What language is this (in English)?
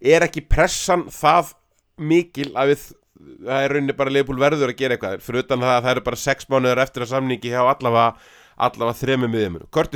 Icelandic